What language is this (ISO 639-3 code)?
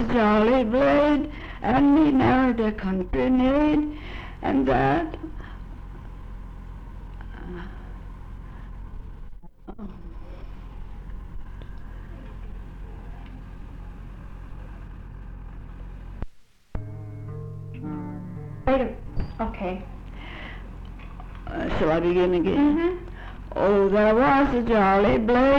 eng